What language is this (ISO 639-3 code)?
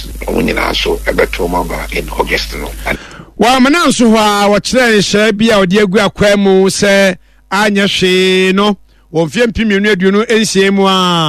aka